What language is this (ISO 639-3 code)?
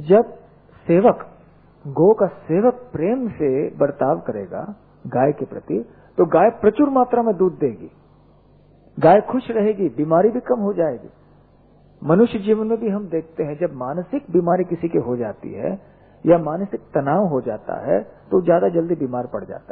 hin